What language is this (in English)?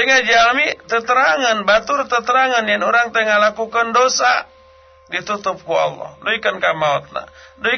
Sundanese